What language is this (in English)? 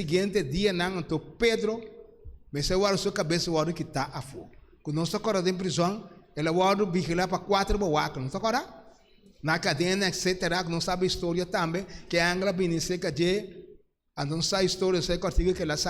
Papiamento